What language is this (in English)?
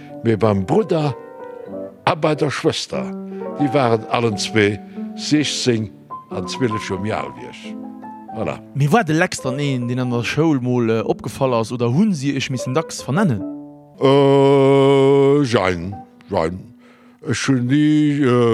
Luxembourgish